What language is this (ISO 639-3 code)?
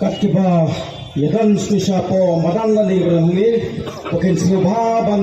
kha